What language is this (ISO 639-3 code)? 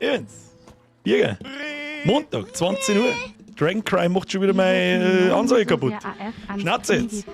bar